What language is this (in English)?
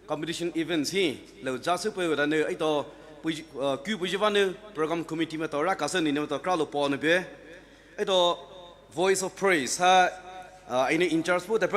Poumei Naga